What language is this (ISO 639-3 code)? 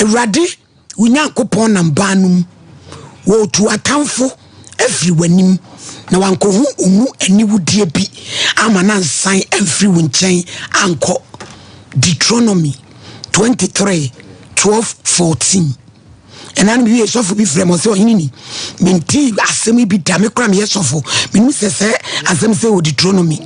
aka